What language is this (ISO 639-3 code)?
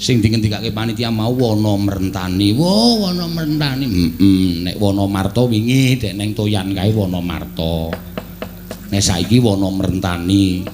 jav